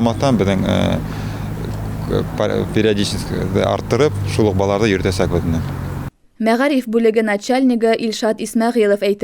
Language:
Bashkir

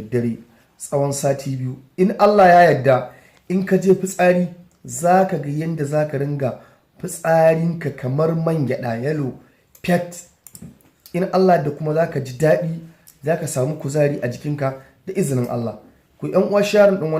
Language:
Hausa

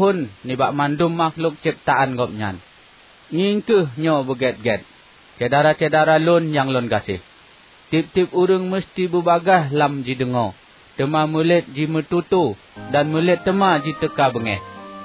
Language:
Achinese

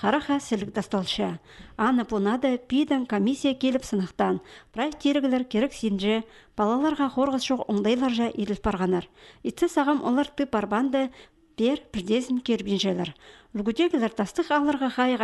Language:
Khakas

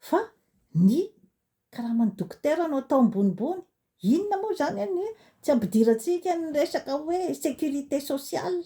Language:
Malagasy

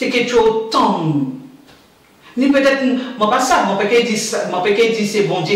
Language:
Guadeloupean Creole French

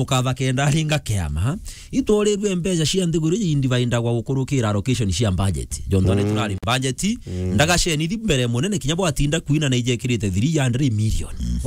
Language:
Meru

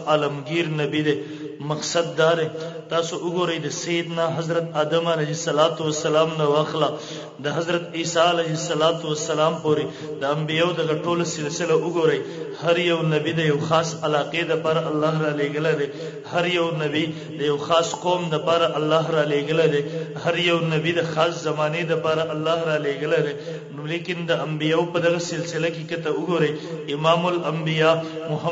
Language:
Pashto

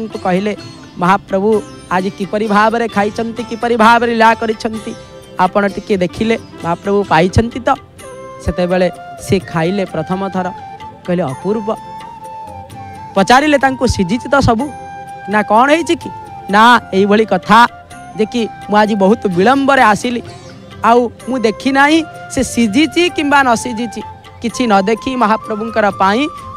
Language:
Odia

